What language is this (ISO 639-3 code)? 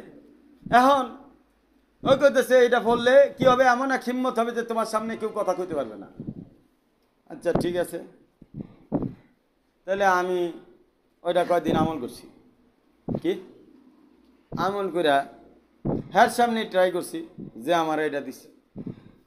ben